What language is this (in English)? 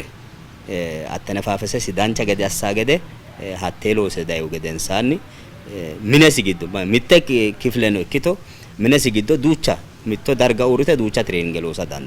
Sidamo